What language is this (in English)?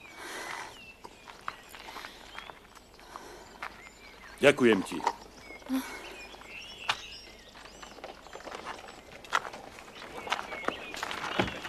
Slovak